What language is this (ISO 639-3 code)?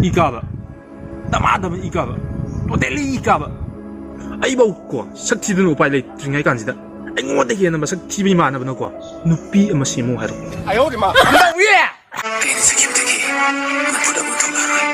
mni